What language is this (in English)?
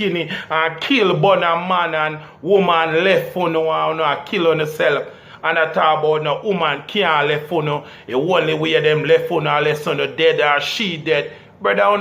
Jamaican Creole English